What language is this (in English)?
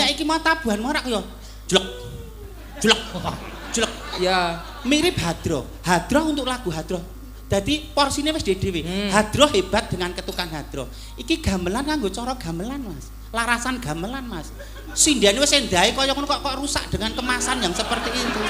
Javanese